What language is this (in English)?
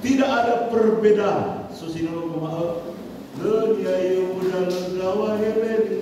Nias